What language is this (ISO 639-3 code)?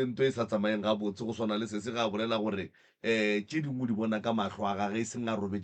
nso